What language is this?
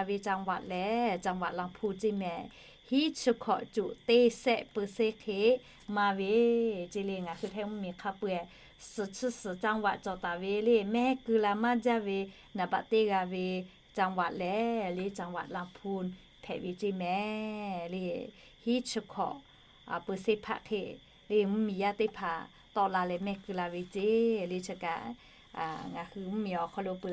Lahu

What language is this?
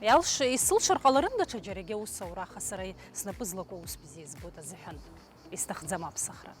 Abkhazian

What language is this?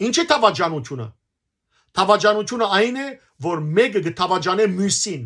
Western Armenian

